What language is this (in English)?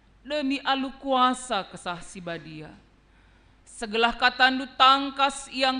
Batak Karo